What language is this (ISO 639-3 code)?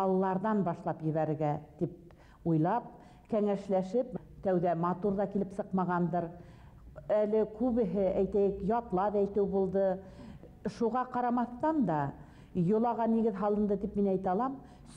bak